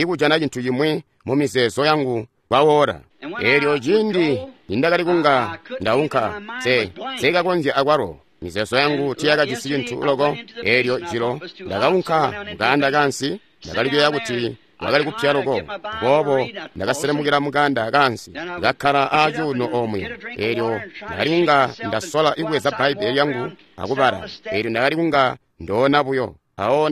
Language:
Tonga (Zambia)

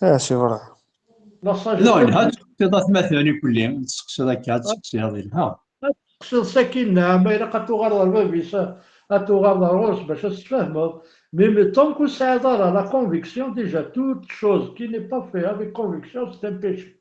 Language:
Kabyle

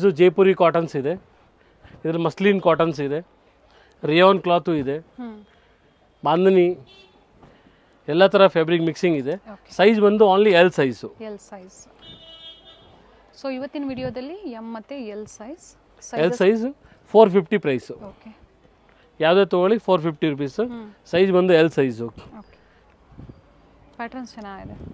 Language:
Kannada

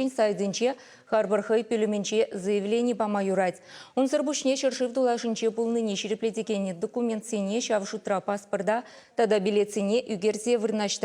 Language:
Chuvash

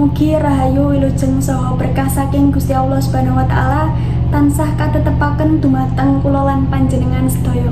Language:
Javanese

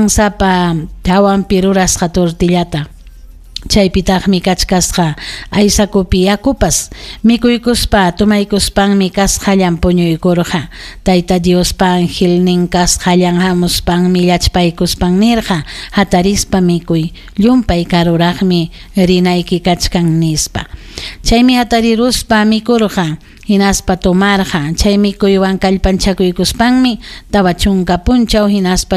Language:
Ayacucho Quechua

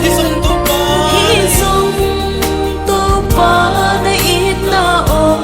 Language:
Paite Chin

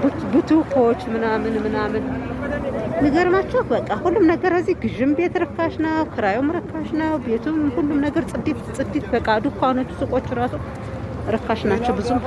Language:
Amharic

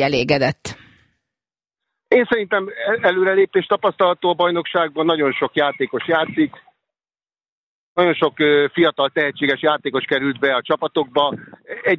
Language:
Hungarian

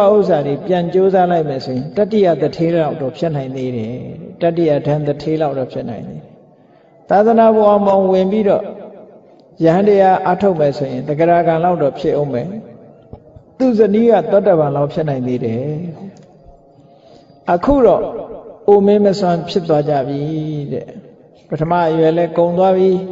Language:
Burmese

